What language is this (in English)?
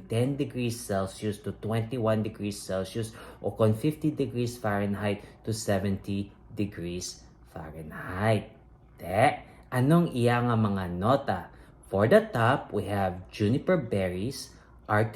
Hiligaynon